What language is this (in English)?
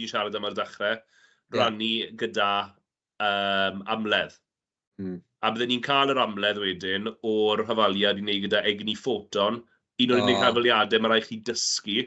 Welsh